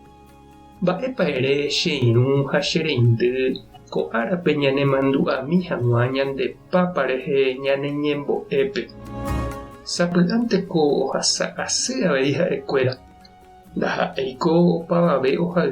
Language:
Guarani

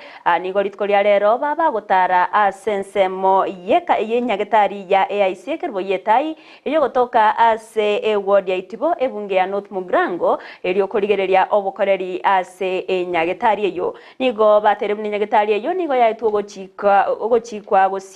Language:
Gusii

